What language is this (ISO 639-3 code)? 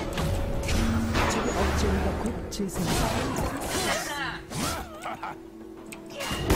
kor